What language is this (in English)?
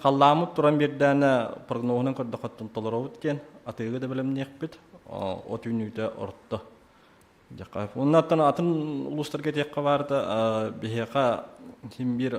Yakut